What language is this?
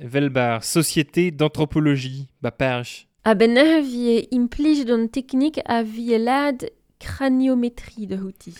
Breton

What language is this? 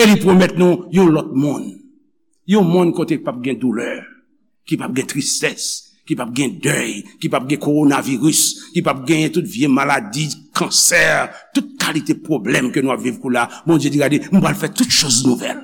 Haitian Creole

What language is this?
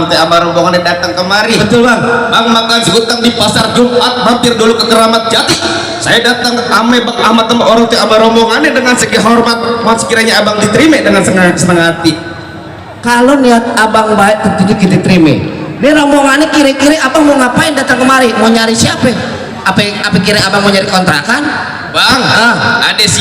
Betawi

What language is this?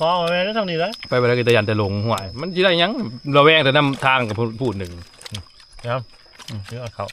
Northeastern Thai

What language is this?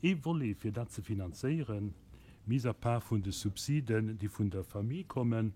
Luxembourgish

